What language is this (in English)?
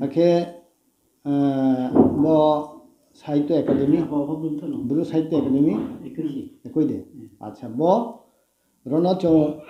Riang (India)